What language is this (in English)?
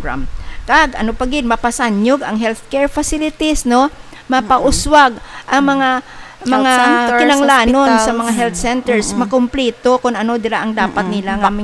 Hiligaynon